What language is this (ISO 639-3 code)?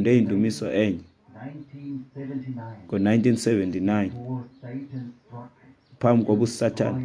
xho